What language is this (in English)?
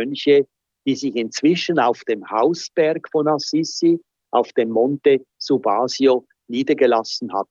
German